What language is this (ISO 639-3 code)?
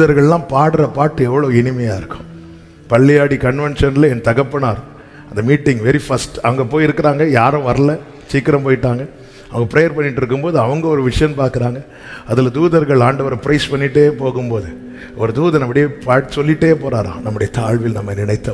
tam